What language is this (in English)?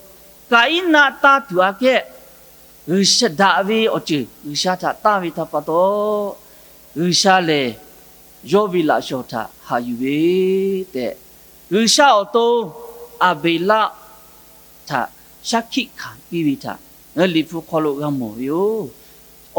Lahu